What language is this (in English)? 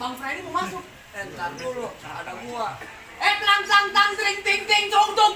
Betawi